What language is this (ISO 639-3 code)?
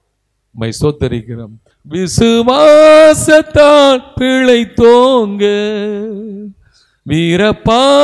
tam